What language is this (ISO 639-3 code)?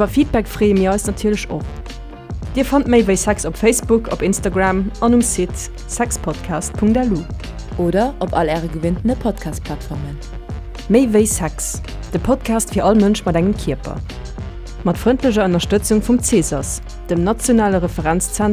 ltz